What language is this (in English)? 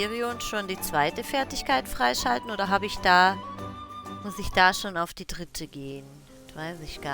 Swiss German